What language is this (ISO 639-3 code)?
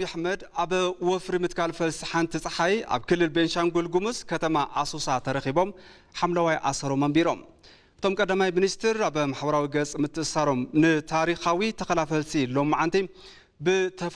tir